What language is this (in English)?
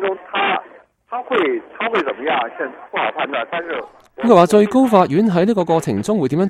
Cantonese